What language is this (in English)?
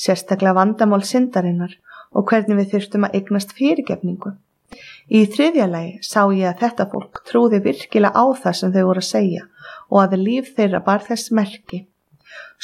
Icelandic